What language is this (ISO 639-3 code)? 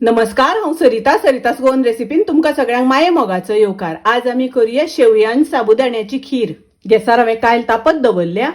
kok